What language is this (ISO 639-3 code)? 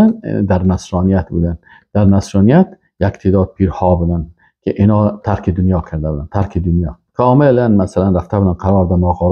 fas